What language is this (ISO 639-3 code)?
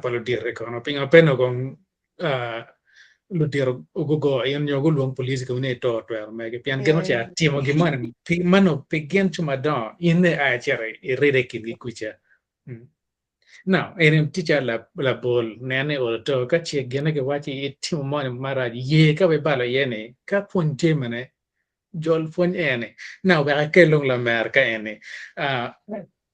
ach